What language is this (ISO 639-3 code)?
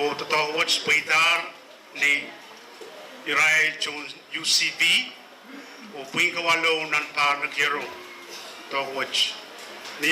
pon